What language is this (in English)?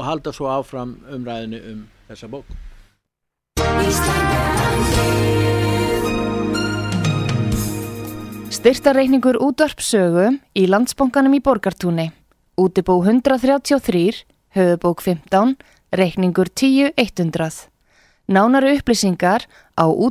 Icelandic